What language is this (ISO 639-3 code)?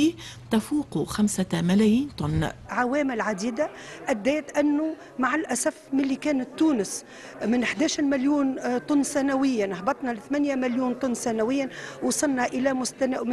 aeb